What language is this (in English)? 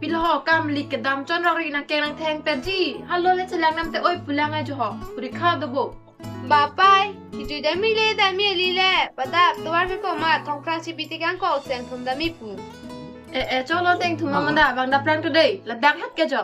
Karbi